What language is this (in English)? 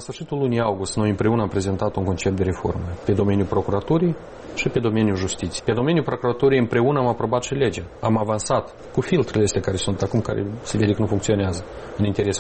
Romanian